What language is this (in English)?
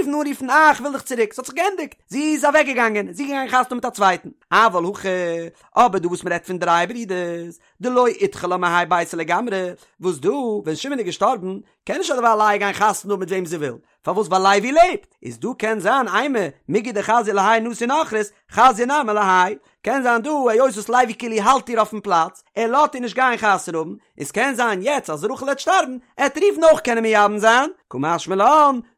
Yiddish